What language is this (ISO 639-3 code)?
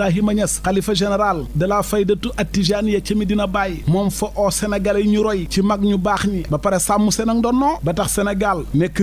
wol